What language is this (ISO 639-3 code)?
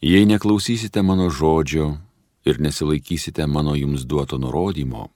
lit